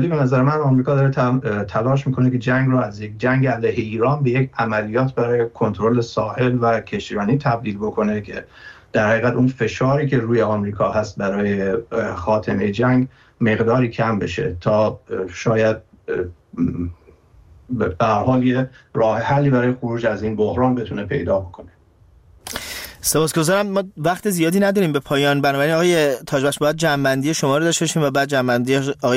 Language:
Persian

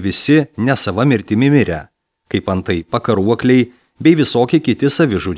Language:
Lithuanian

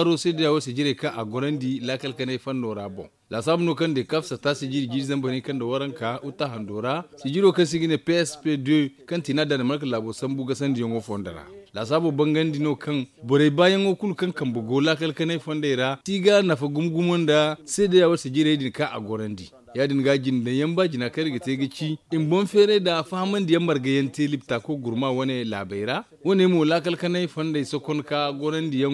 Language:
Zarma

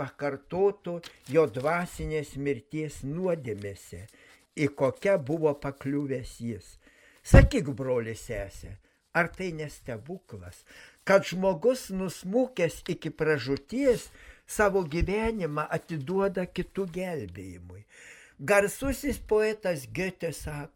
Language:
Lithuanian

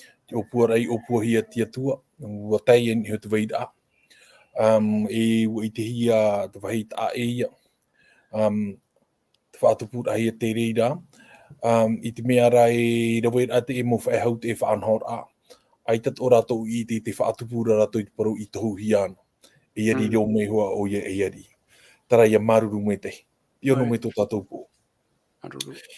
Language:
Tahitian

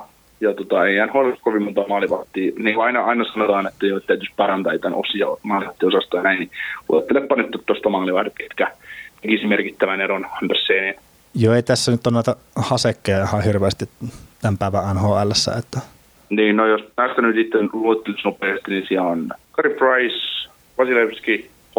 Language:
Finnish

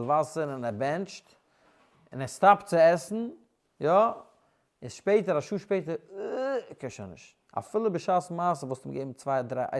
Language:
Yiddish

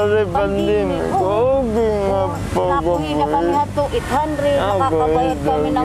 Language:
Waray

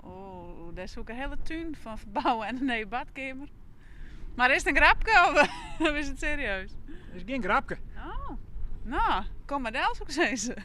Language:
Western Frisian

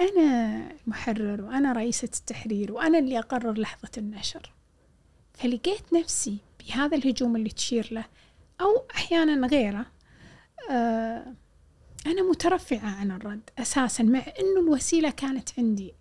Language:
Gulf Arabic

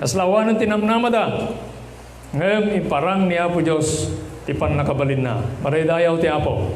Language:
Iloko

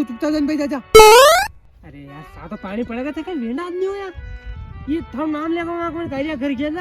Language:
Rajasthani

